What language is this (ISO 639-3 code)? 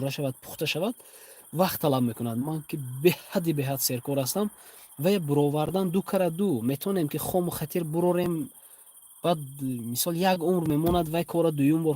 tgk